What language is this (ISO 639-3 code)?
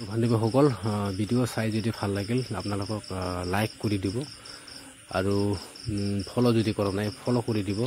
asm